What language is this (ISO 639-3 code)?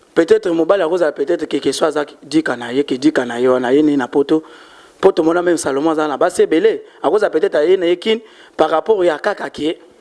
lin